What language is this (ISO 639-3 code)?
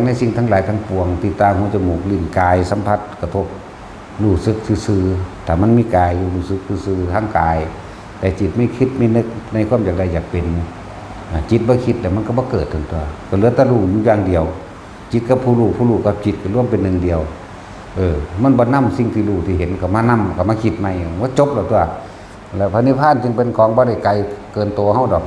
tts